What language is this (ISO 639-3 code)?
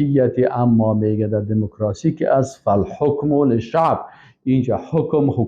fas